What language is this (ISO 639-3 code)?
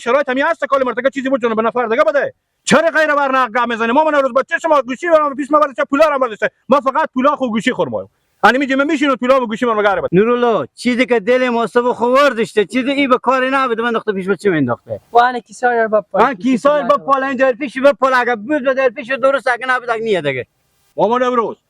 fas